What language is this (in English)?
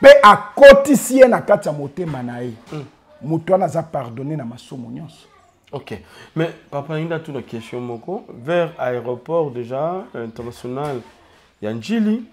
Lingala